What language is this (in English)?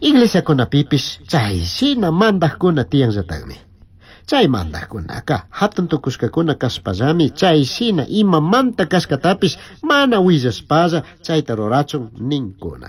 Chimborazo Highland Quichua